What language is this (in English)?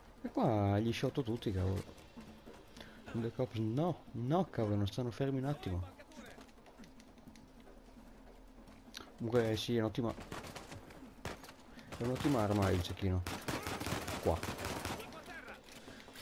Italian